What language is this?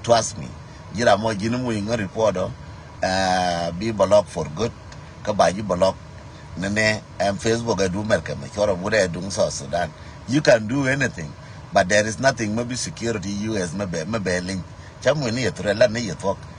Nuer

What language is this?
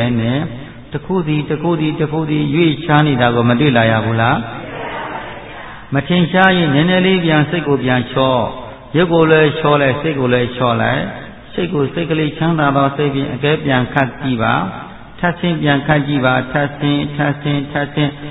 Burmese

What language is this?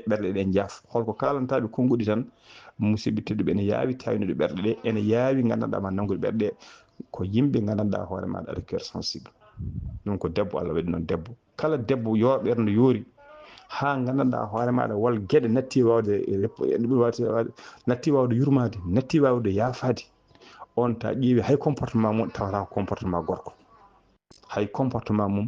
Fula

